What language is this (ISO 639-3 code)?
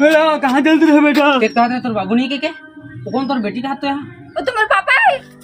hne